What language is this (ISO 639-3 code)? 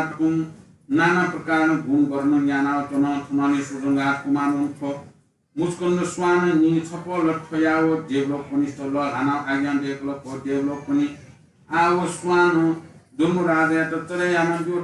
new